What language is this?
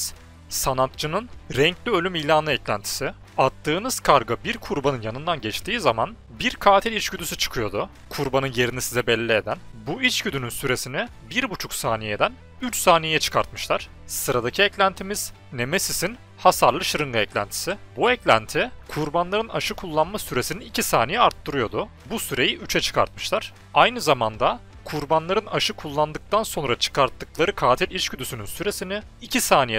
Turkish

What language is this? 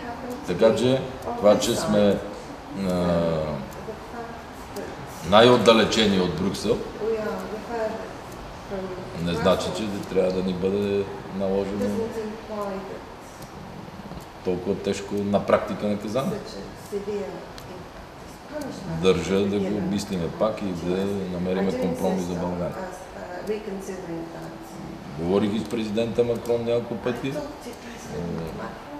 Bulgarian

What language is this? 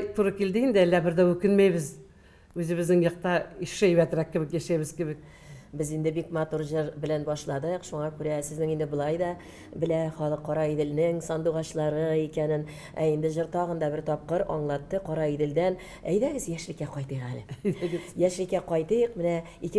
Tatar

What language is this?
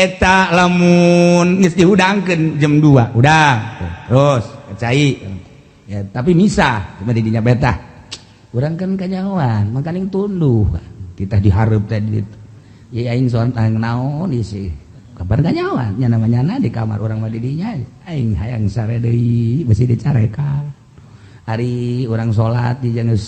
Sundanese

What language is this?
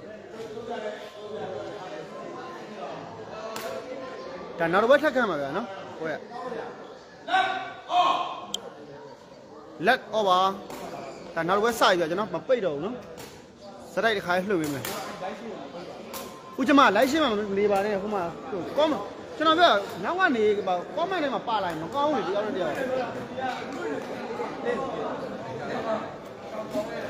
Burmese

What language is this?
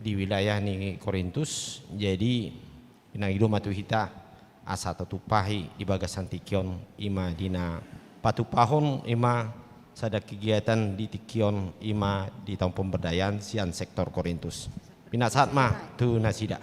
Batak Toba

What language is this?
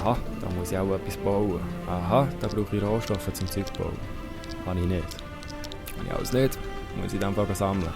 Swiss German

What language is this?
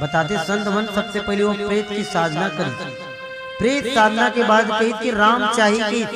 Chhattisgarhi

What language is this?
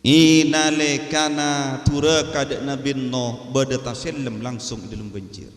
Madurese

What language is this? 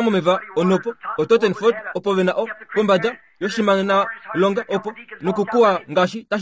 Kuanyama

